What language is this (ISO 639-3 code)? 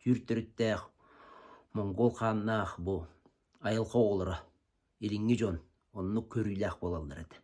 sah